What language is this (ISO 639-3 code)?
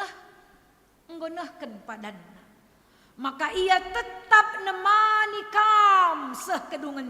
btx